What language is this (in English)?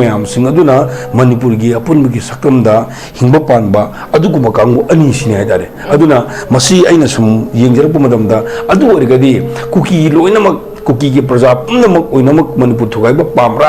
Manipuri